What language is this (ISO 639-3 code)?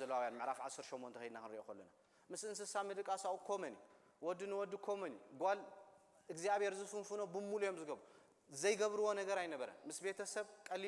tir